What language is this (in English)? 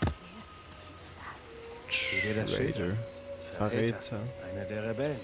Swiss German